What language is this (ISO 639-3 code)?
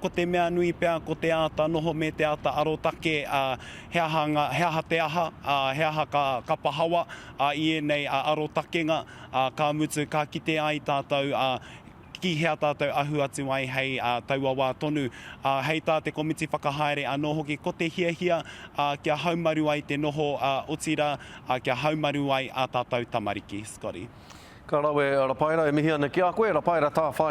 mri